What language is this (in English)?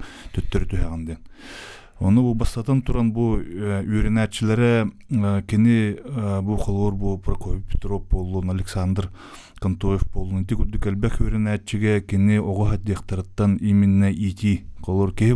Yakut